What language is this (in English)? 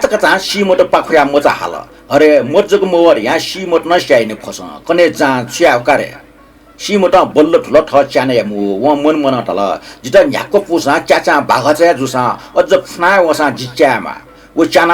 Newari